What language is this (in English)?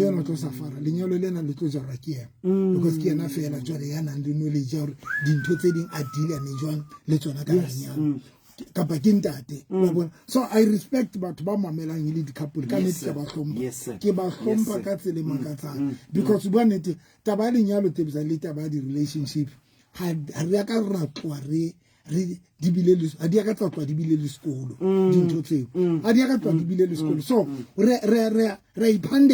Southern Sotho